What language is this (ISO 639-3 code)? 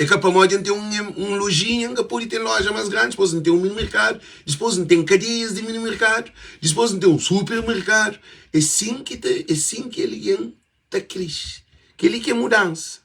kea